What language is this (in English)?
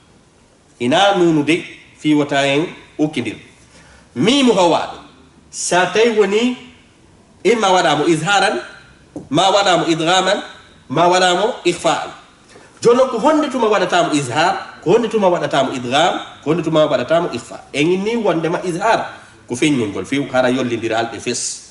Fula